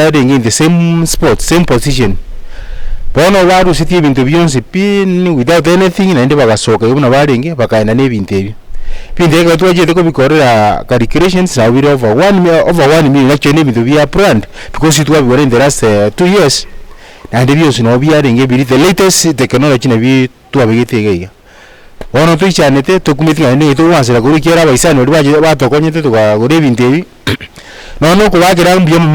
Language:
Gusii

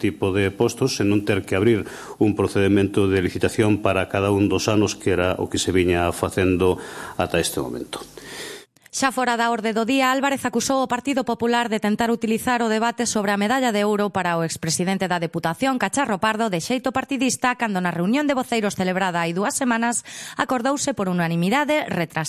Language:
Galician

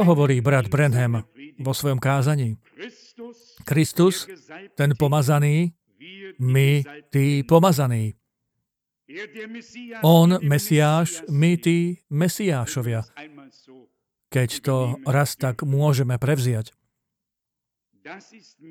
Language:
Slovak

